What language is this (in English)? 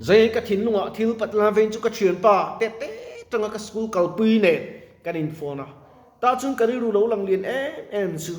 Mizo